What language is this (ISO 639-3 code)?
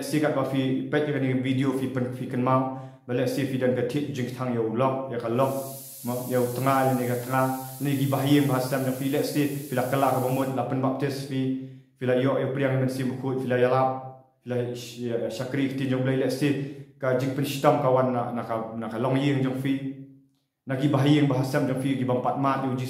kha